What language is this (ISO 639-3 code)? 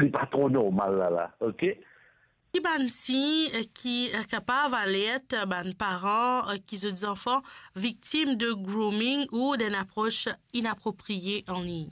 mfe